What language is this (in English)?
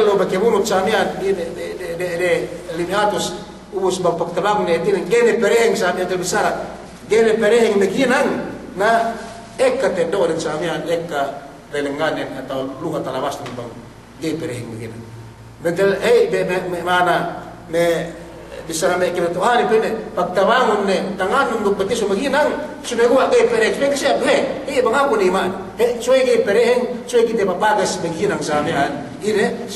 Yakan